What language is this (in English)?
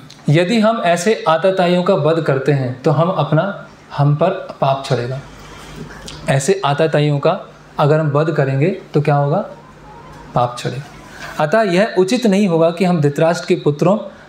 Hindi